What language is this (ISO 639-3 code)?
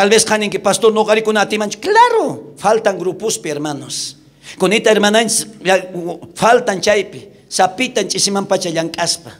quh